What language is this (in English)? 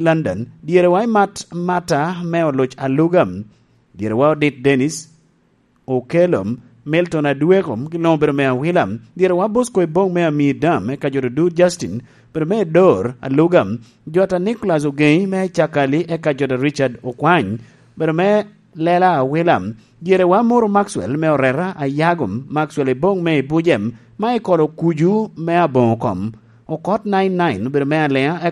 Lango (Uganda)